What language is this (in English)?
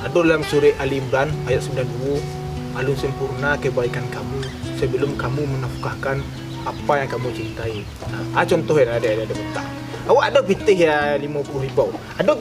Minangkabau